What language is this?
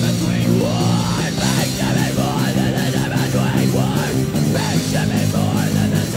English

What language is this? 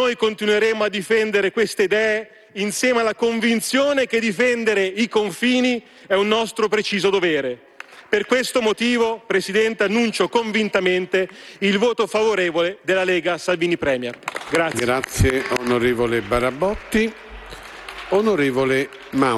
Italian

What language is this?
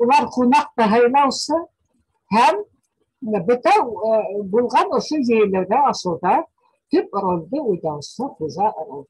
Bashkir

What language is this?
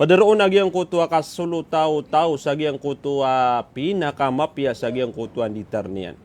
Maranao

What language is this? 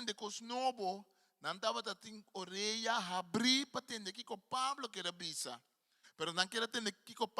Papiamento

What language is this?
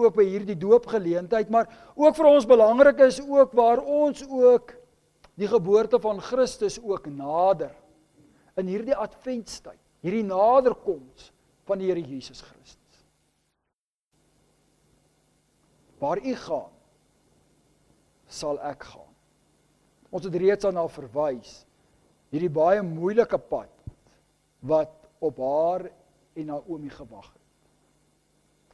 Afrikaans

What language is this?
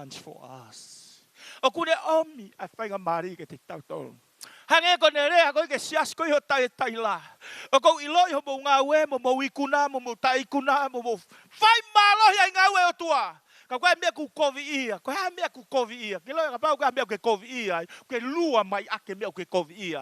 Tongan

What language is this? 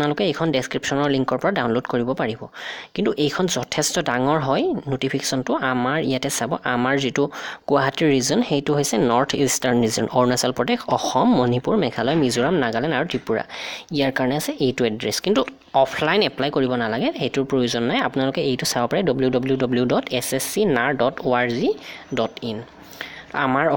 Assamese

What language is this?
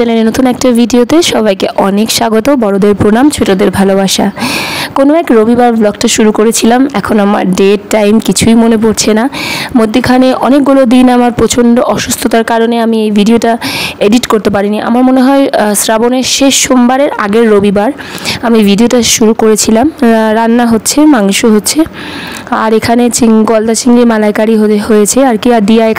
Bangla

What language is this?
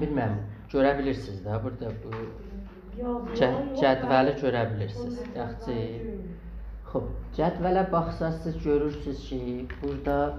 South Azerbaijani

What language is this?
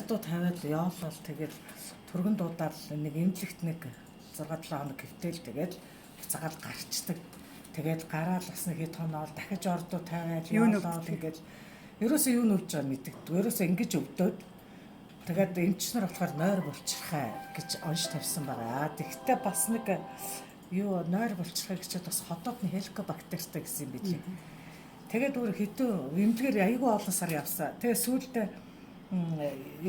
Mongolian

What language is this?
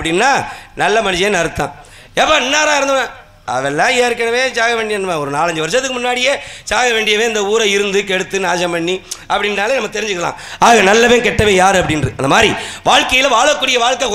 Tamil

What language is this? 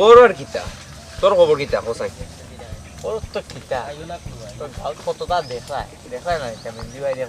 Sylheti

